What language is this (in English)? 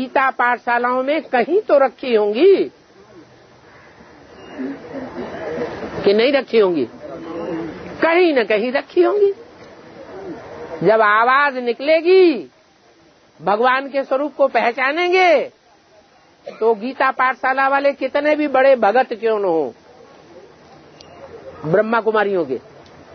Hindi